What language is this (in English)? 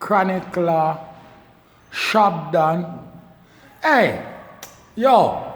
Jamaican Creole English